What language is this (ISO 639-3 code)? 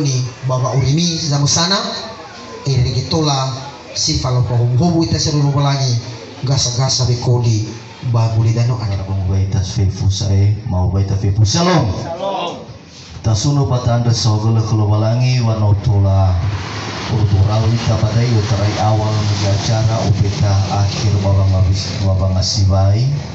nia